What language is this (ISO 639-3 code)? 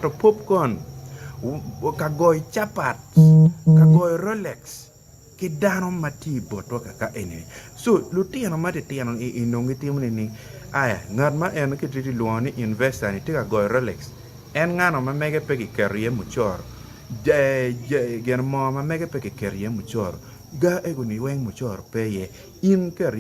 ach